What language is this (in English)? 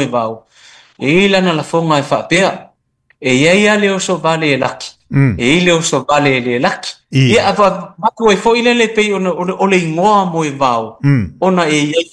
Samoan